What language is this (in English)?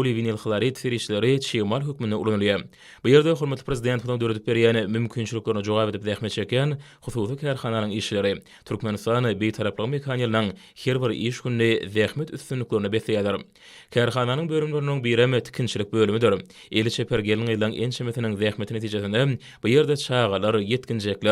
Turkmen